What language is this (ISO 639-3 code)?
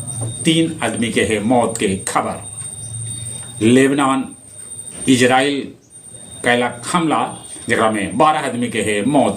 mag